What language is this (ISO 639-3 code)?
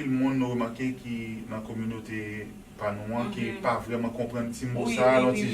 hat